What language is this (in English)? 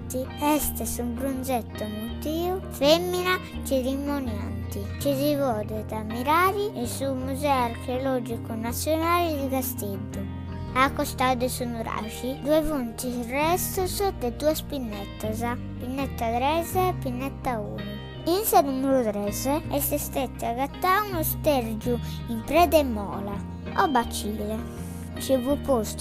Sardinian